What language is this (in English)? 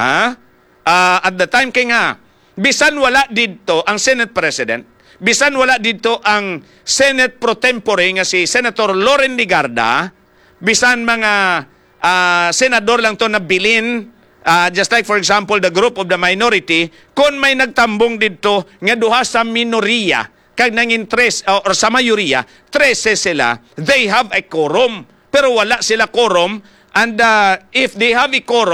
Hiligaynon